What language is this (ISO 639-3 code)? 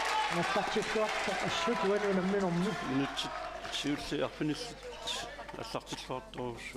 kal